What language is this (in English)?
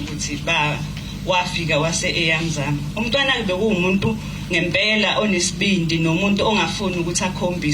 Zulu